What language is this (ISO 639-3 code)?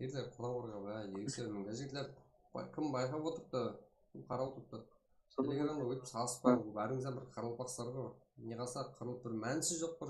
kaa